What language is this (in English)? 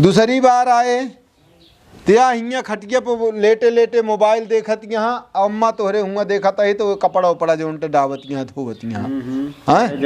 Awadhi